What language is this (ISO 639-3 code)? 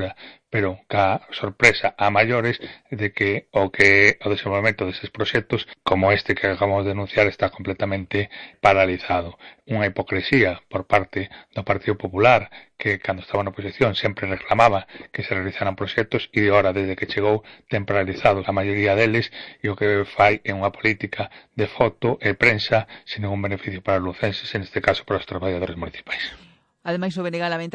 glg